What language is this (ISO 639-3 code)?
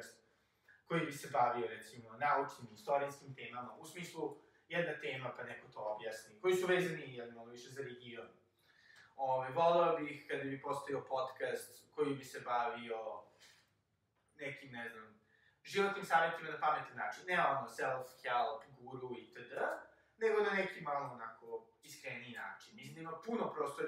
srp